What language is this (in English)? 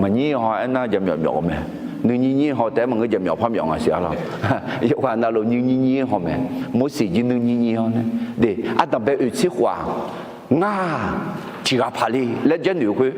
Akha